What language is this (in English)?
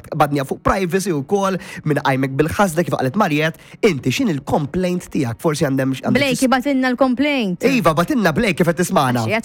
Maltese